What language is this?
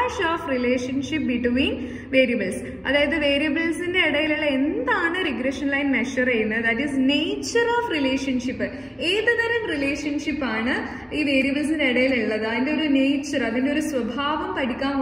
Malayalam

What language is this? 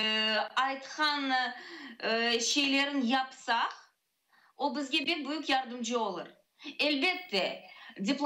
Crimean Tatar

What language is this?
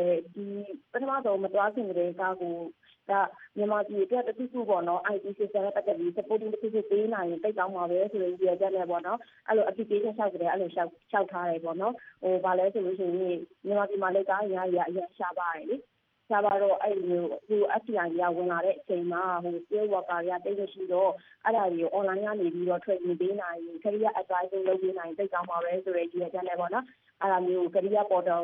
Burmese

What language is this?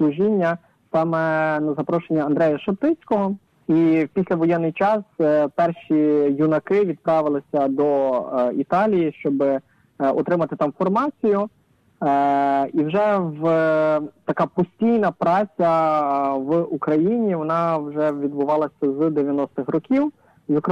Ukrainian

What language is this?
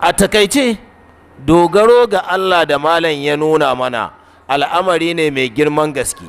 Hausa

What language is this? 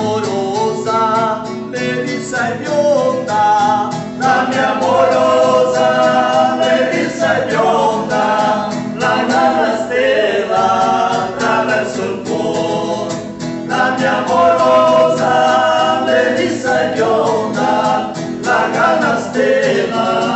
Venetian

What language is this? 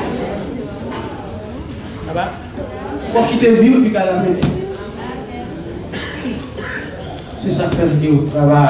French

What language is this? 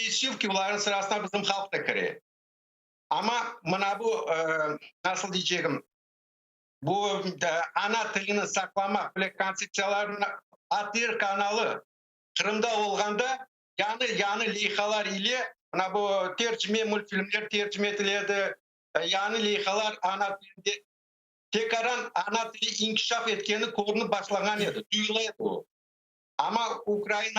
Crimean Tatar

